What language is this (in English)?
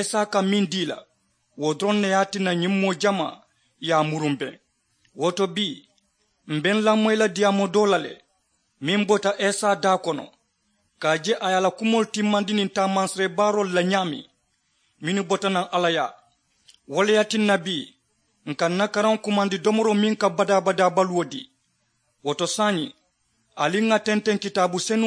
Mandingo